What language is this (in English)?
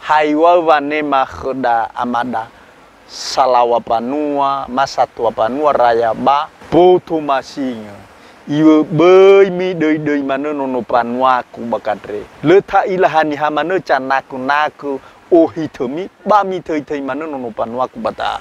Nias